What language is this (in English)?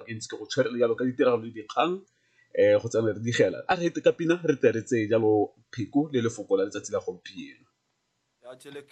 Tswana